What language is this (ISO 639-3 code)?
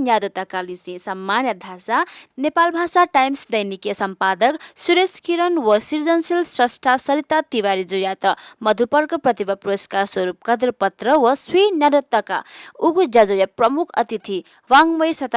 new